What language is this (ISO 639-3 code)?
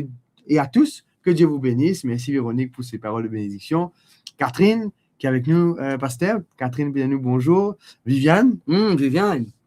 mfe